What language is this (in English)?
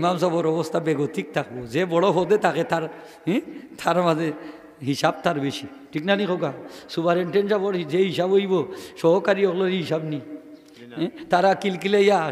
Sylheti